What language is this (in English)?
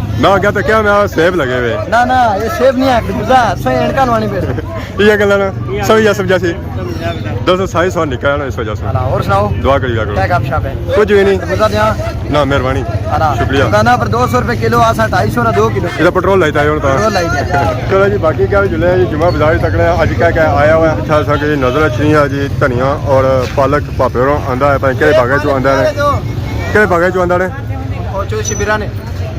Pahari-Potwari